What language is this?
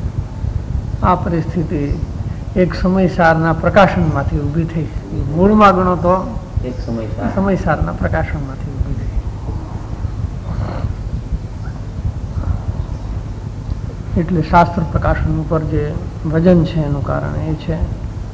Gujarati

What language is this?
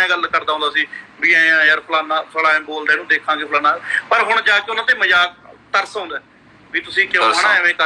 Punjabi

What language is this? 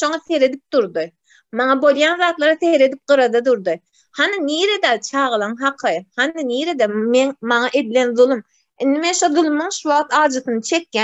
Turkmen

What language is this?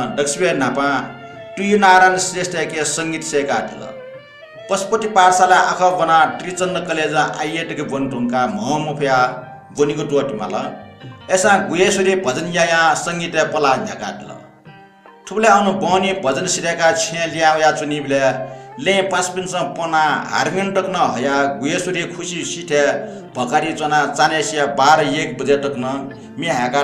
Newari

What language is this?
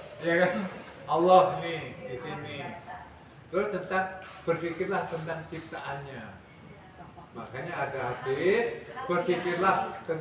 Indonesian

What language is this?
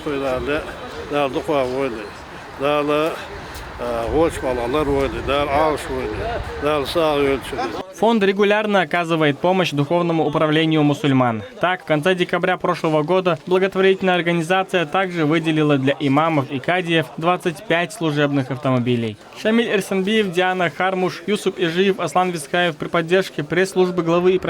Chechen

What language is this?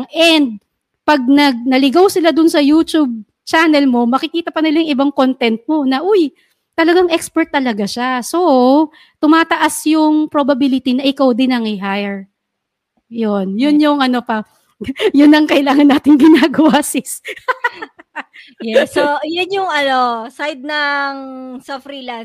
Filipino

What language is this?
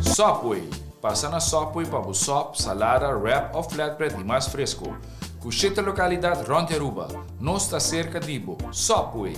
Papiamento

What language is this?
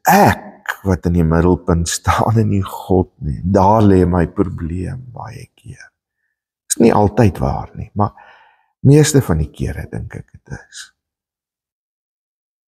Afrikaans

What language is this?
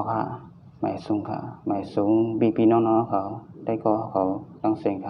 Shan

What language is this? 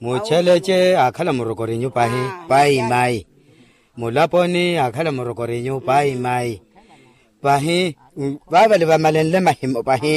Makhuwa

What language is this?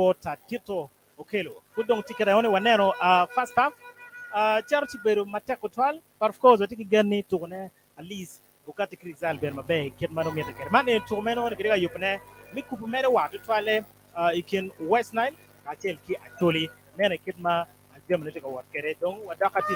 Acoli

